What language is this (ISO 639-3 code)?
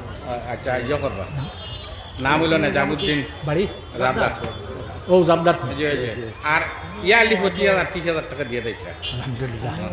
syl